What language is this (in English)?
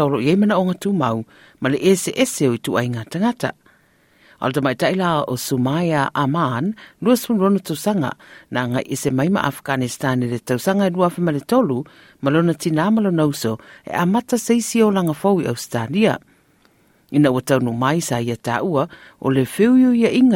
Samoan